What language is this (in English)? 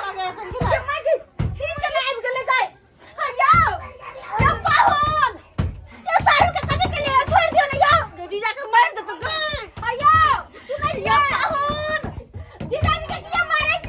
Maithili